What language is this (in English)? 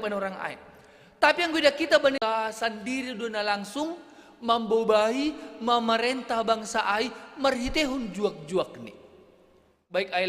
Batak Simalungun